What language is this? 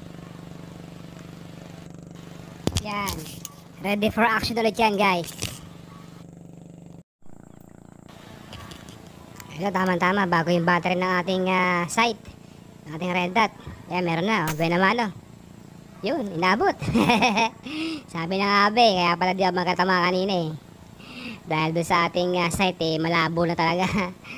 Filipino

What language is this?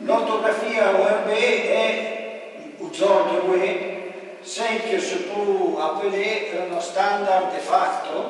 Arpitan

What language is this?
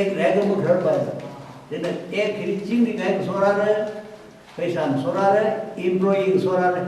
Tangkhul Naga (India)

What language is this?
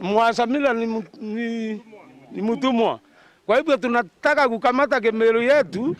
Meru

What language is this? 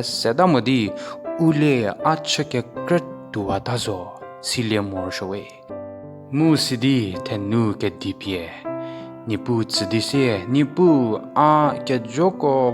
Angami Naga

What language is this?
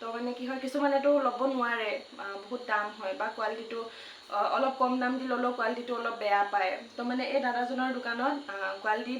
Assamese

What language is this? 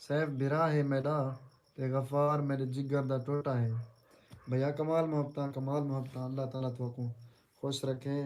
Saraiki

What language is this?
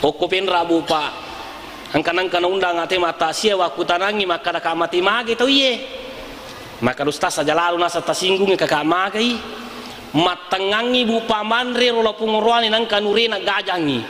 Buginese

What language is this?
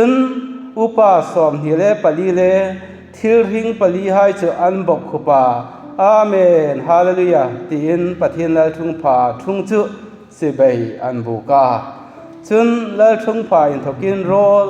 Hmar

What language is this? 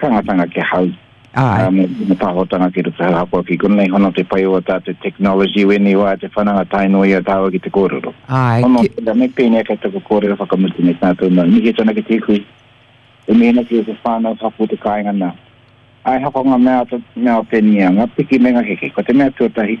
Māori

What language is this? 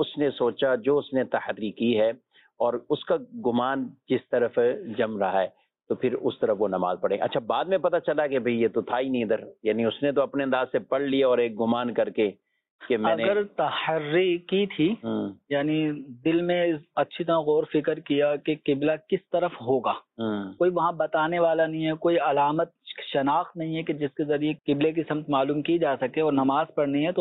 Urdu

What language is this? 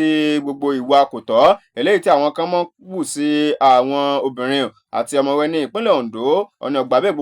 Yoruba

